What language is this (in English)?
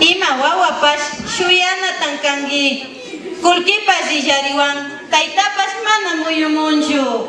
Imbabura Highland Quichua